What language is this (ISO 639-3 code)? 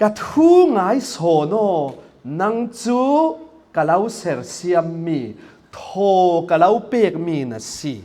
cfm